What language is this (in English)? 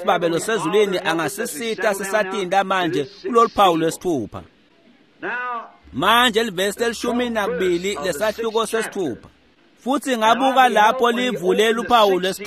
Swati